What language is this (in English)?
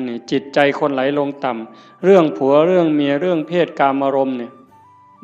Northeastern Thai